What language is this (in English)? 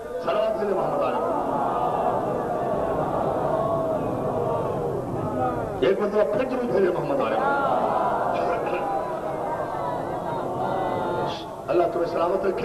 Urdu